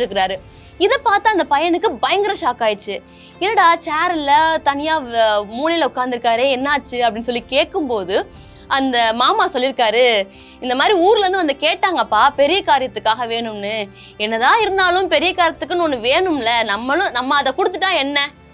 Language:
Tamil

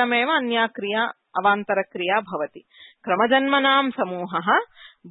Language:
Sanskrit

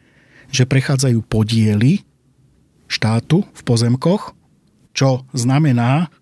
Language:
Slovak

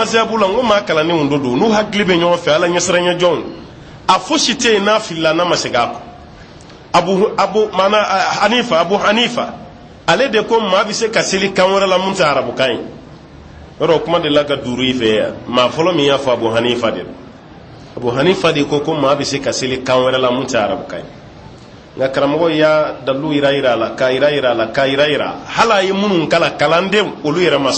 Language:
Bambara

